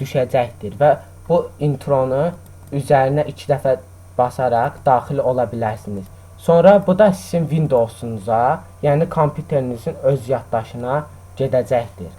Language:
Azerbaijani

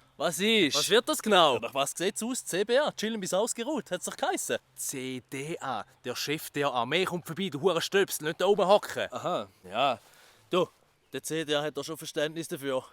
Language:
Swiss German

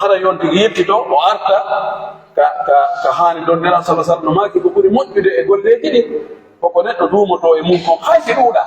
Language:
Pular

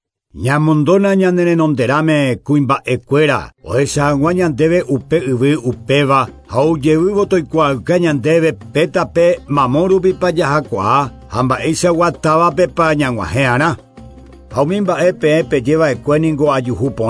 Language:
Guarani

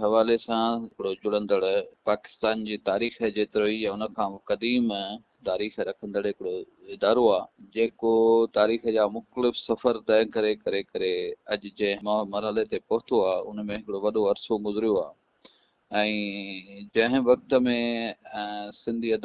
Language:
Sindhi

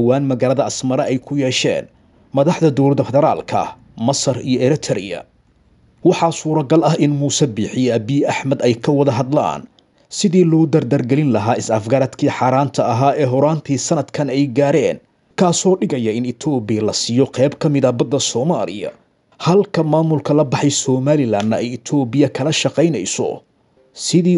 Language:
Somali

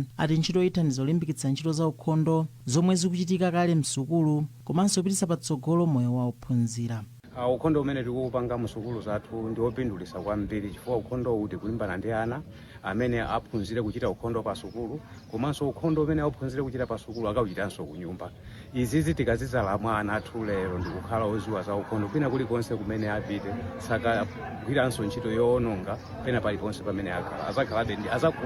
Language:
Nyanja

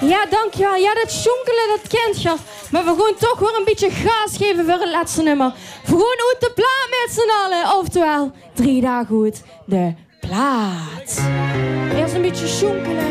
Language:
Limburgish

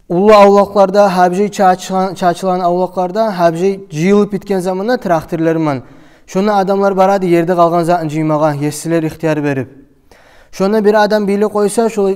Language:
Kumyk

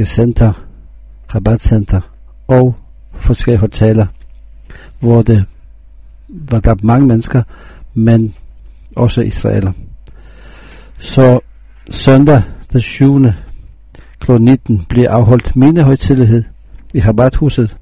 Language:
Danish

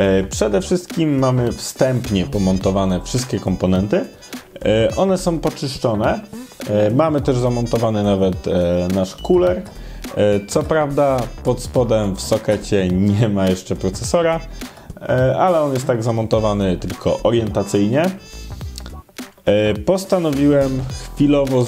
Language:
Polish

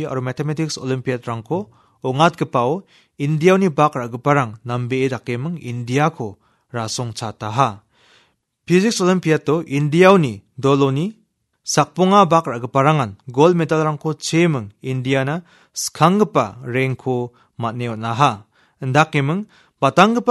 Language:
Garo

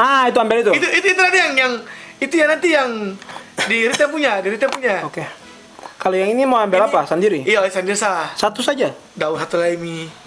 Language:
Ambonese Malay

